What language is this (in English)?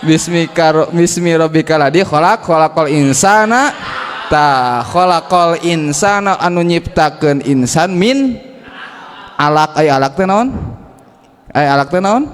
Sundanese